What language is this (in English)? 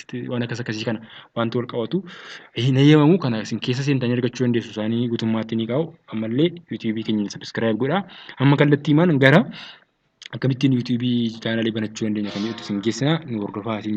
Oromo